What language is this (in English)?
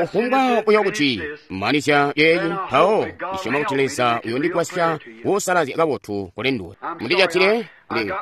Tonga (Zambia)